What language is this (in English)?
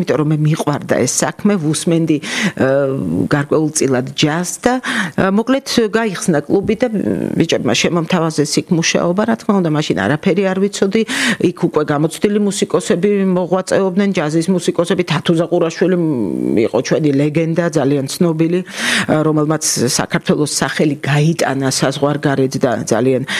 Georgian